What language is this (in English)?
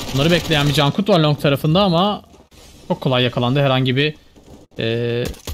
Turkish